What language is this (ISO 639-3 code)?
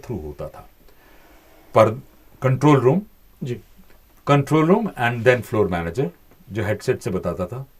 hin